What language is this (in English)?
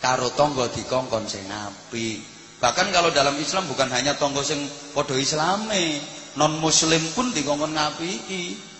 Javanese